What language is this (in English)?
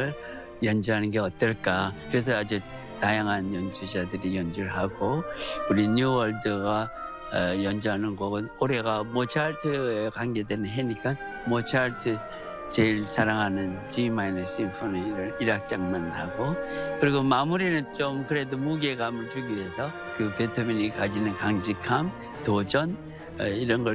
Korean